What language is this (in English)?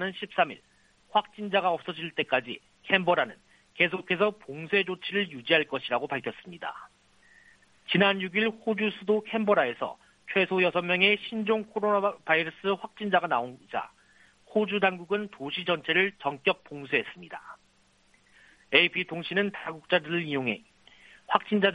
Korean